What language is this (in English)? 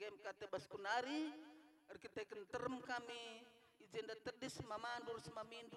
Batak Karo